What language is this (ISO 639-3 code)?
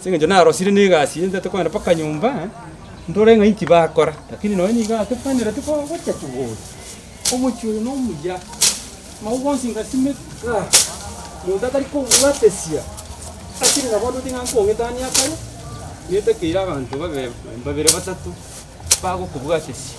guz